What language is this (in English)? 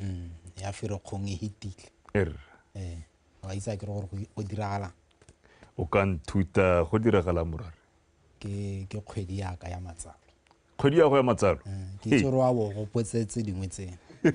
Tswana